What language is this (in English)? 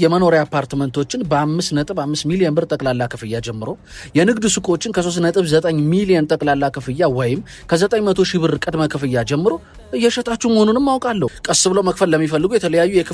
Amharic